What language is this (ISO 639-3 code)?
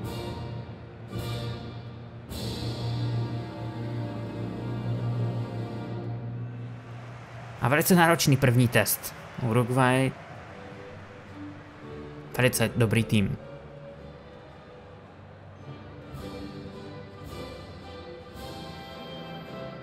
ces